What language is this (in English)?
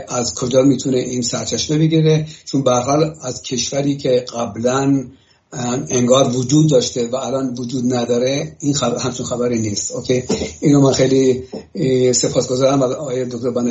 Persian